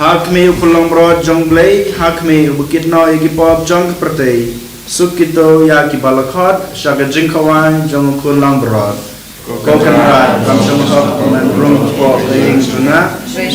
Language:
Khasi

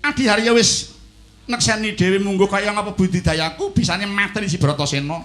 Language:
Javanese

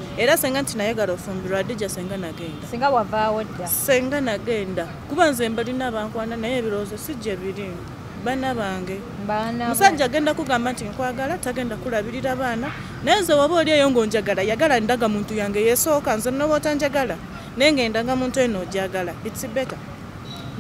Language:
Ganda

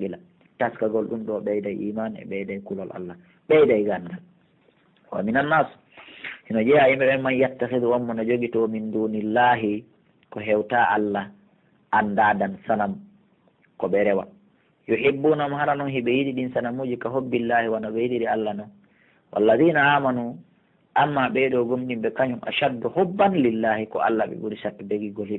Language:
Pular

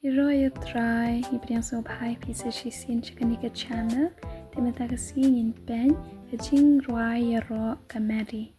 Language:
Khasi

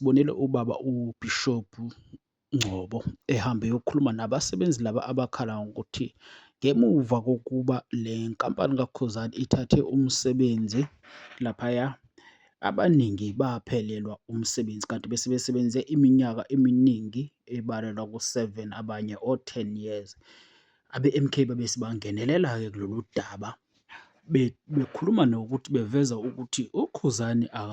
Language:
Zulu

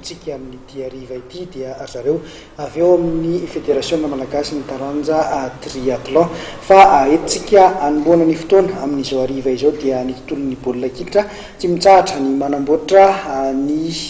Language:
Malagasy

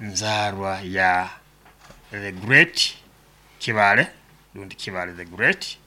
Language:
Nyankole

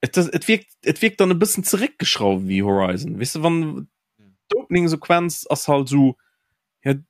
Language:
Luxembourgish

